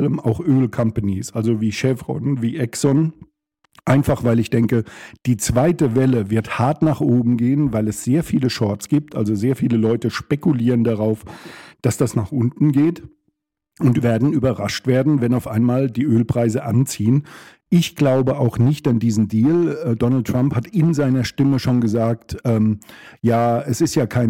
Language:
German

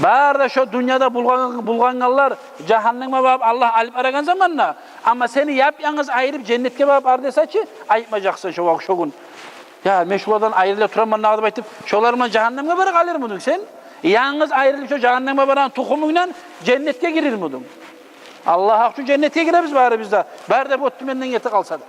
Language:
Kumyk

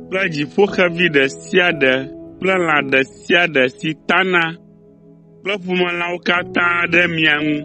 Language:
Ewe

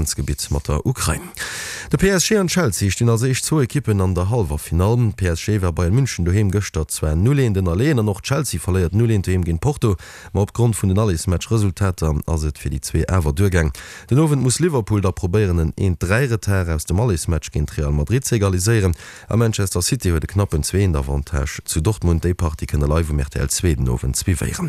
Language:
Luxembourgish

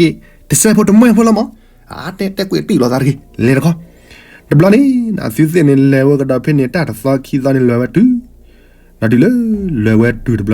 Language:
S'gaw Karen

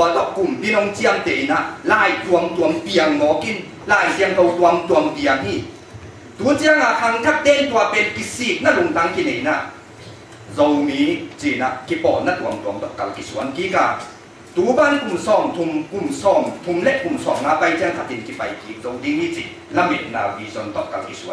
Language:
Tedim Chin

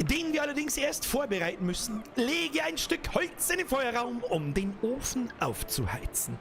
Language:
Bavarian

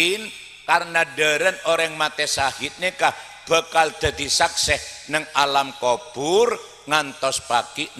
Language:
Madurese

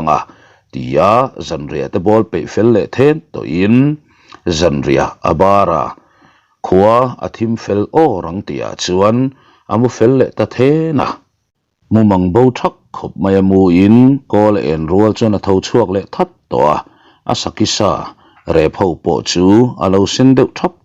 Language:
Mizo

